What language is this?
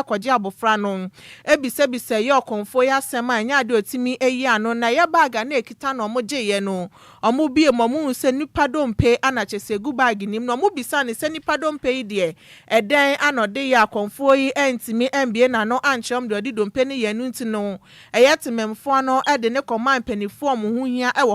Akan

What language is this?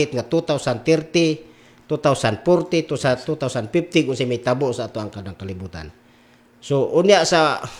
Cebuano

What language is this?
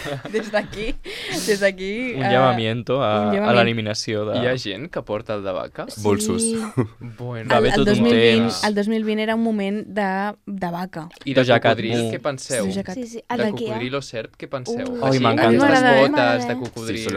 Catalan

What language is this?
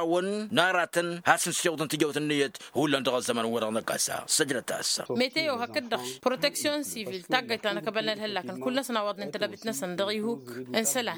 Tamasheq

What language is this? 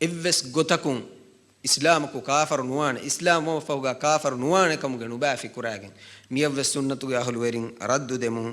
Divehi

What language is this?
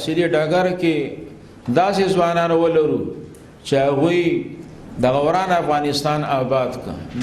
Pashto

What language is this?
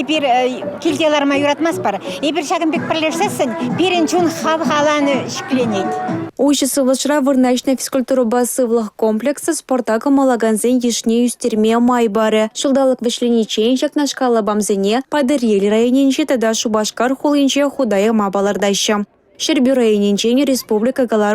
Chuvash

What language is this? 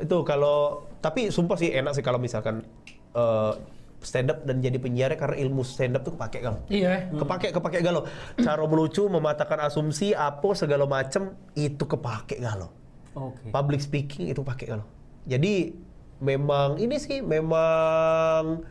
Musi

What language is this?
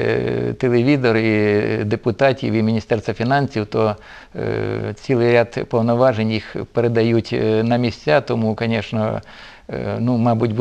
Ukrainian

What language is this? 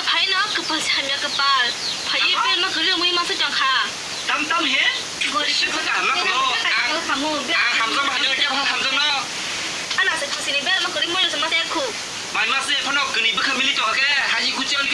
Kok Borok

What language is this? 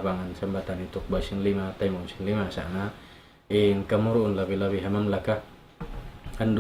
Tausug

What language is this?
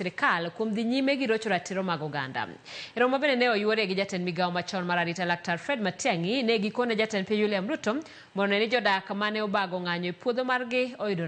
Luo (Kenya and Tanzania)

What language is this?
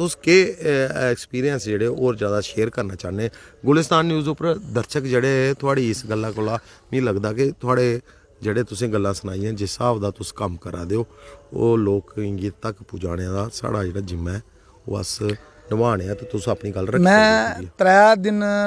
Dogri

